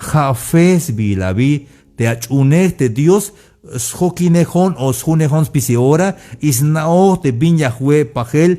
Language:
Tzeltal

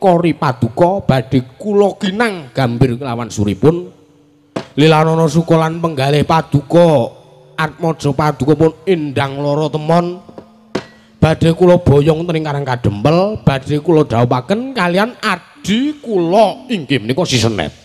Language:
Javanese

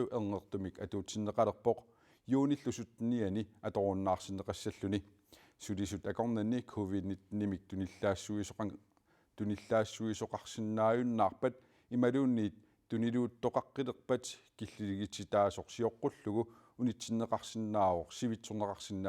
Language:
Kalaallisut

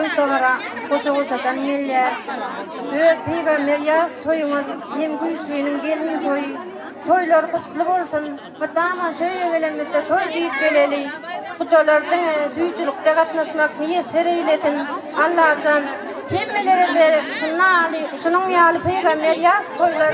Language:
Turkmen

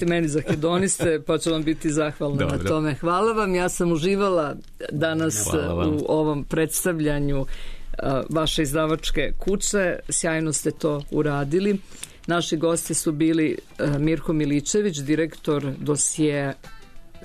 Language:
Serbian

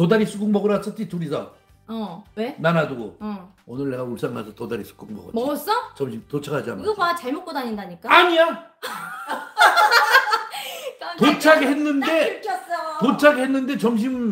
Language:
Korean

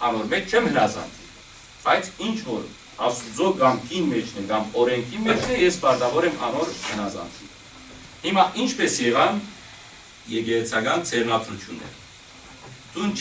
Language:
Western Armenian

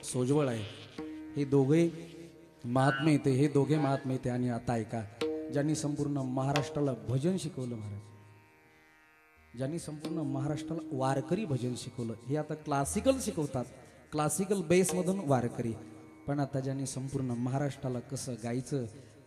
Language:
Marathi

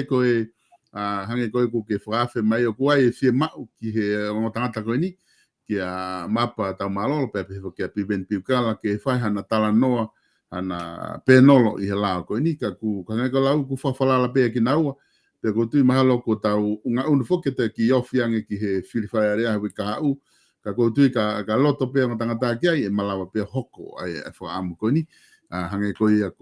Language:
Tongan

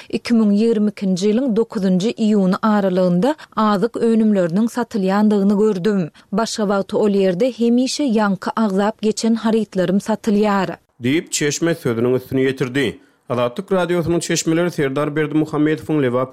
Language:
Turkmen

